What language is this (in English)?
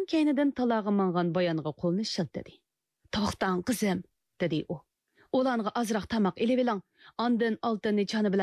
Uyghur